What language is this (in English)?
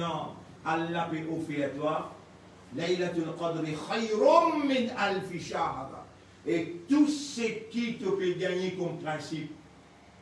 Morisyen